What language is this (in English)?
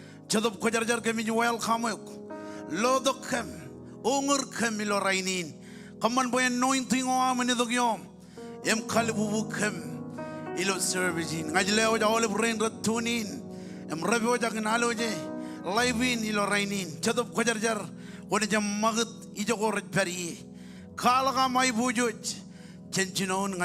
Marshallese